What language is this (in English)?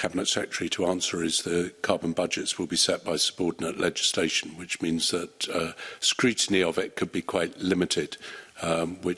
English